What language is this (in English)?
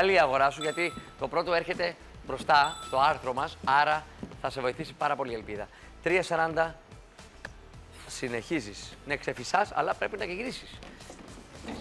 Greek